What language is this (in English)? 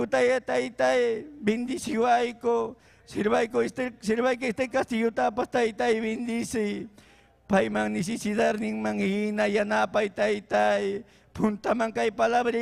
Ayacucho Quechua